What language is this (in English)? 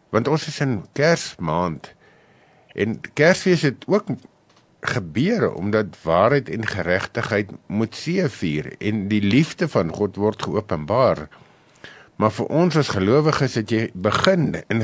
Afrikaans